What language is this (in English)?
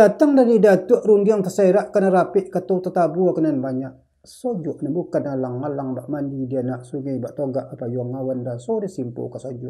Minangkabau